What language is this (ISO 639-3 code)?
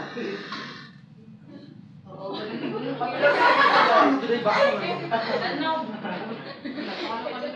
fil